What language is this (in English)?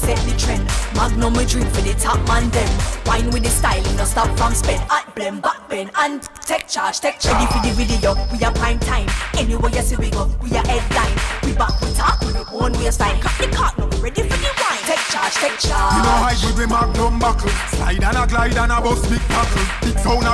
Jamaican Creole English